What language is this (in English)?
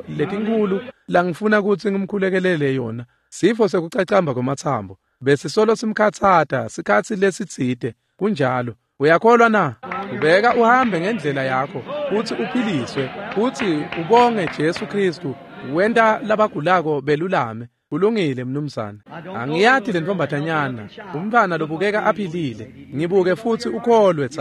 Swati